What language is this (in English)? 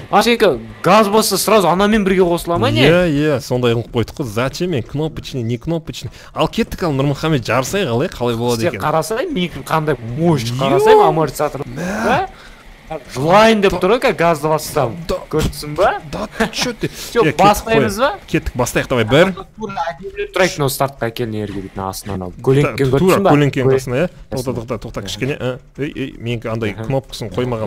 Kazakh